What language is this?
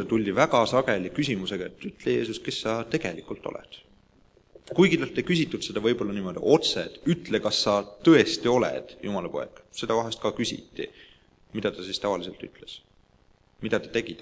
Estonian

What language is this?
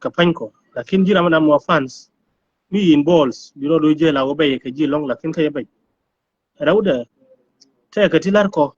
Nuer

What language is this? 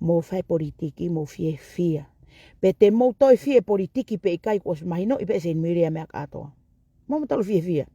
Tongan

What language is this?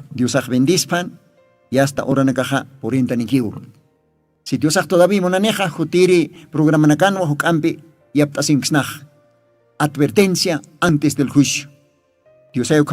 Aymara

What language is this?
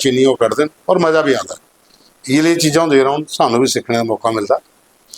Dogri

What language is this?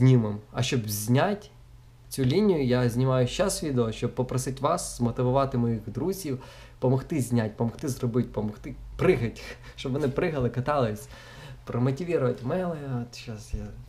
Ukrainian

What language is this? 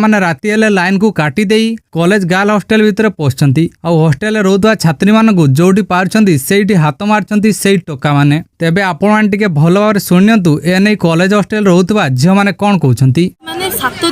Odia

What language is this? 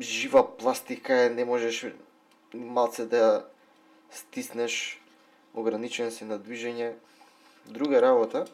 Macedonian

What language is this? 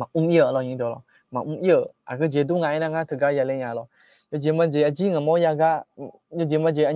Akha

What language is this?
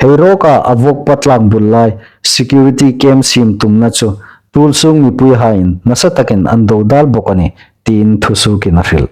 Hmar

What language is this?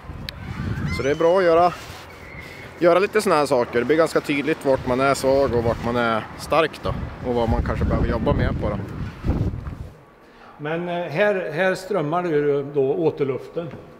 Swedish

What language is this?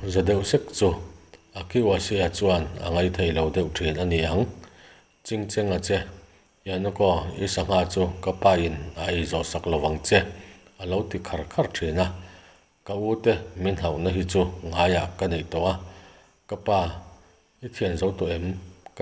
Mizo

